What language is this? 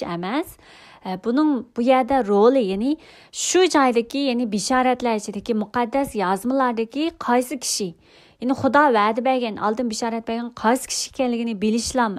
Uyghur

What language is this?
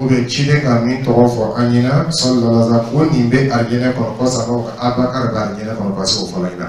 Dyula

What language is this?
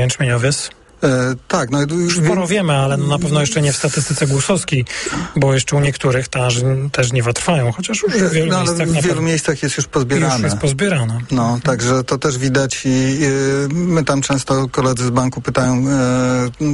Polish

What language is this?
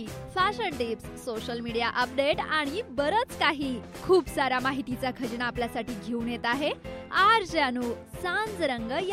Marathi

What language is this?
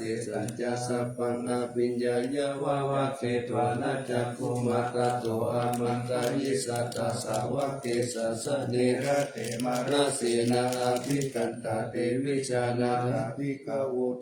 Pali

